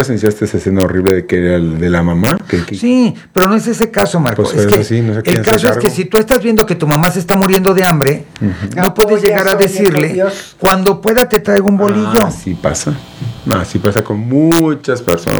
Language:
Spanish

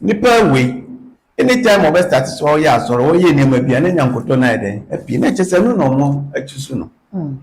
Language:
Akan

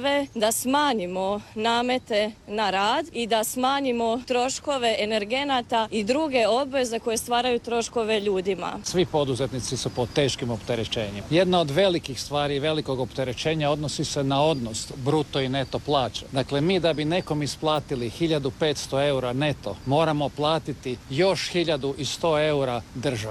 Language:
Croatian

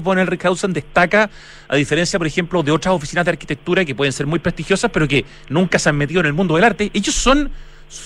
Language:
Spanish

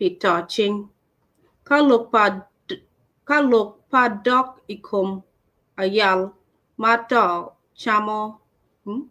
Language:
Acoli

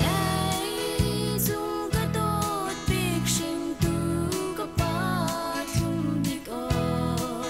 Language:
Hakha Chin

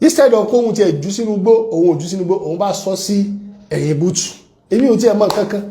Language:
Yoruba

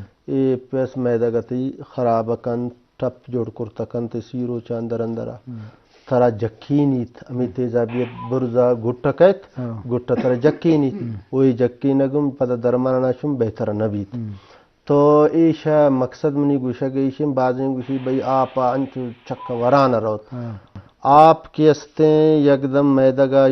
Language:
Eastern Balochi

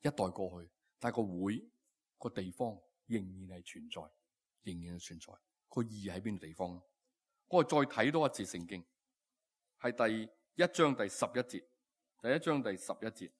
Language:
Cantonese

